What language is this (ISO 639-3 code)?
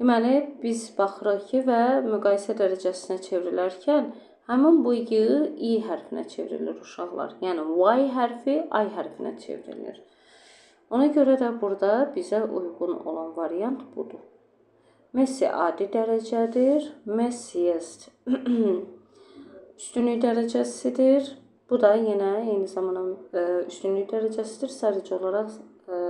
aze